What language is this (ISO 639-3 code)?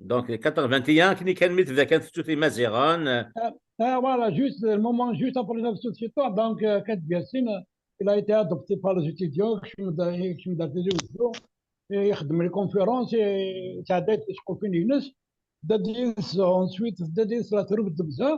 kab